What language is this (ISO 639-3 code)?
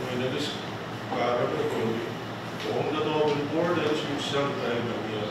pon